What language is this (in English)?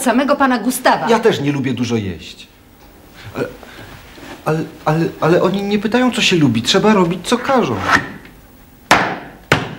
Polish